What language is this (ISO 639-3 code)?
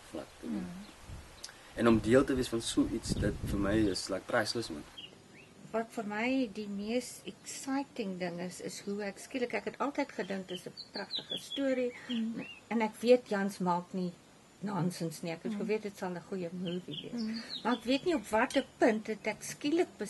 afr